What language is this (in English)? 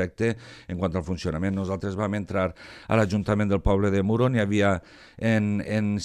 Catalan